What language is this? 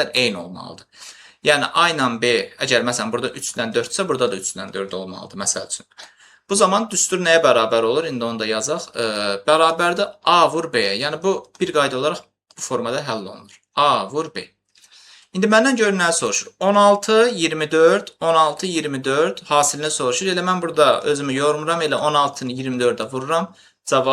Azerbaijani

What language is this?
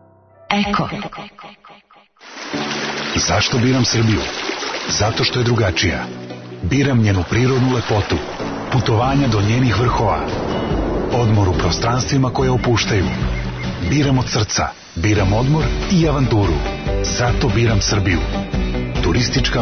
Serbian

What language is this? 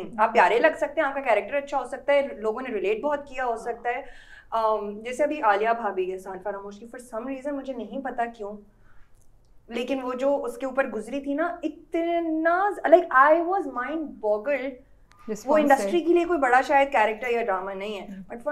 Hindi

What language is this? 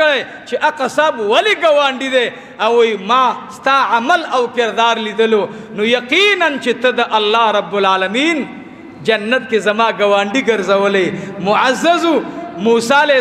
Pashto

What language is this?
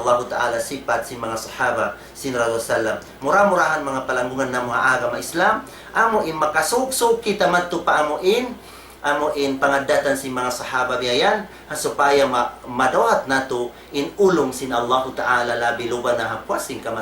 Tausug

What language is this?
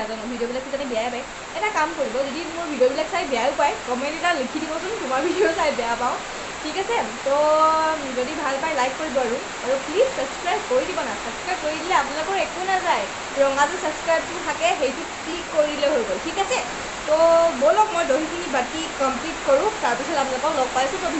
Assamese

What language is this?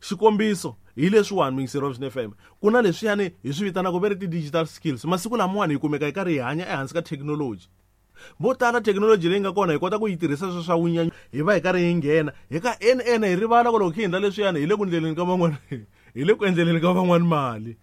Tsonga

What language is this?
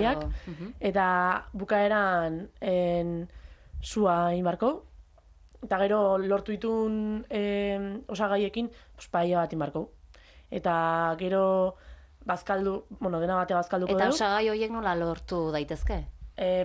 Basque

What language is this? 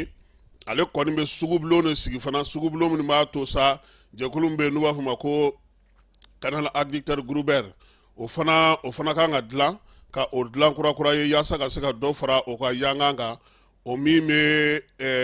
Bambara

